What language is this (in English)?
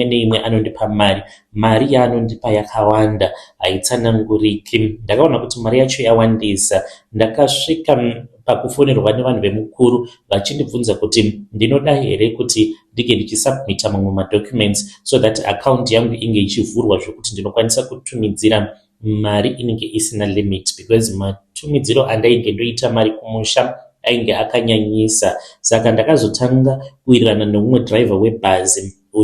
Shona